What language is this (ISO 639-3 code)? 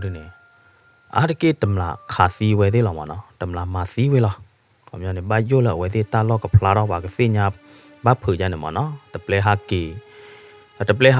ksw